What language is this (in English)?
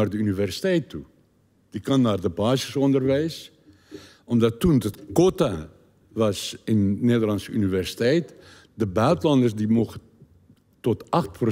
Dutch